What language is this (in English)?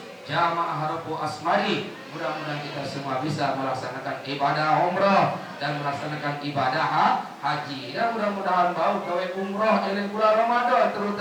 Sasak